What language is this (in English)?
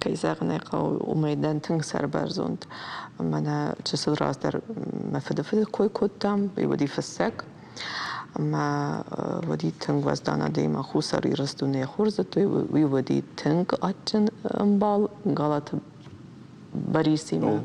Ossetic